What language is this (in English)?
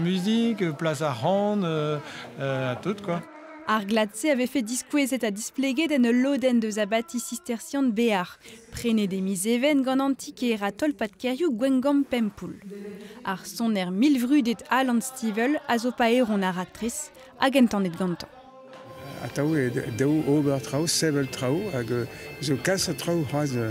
Breton